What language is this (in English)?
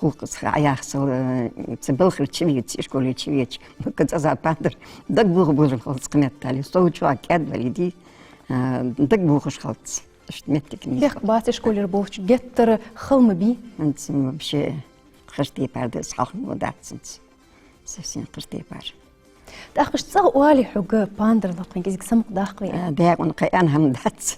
Ingush